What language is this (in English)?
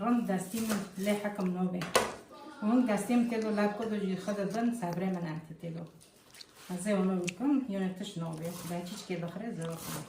Kurdish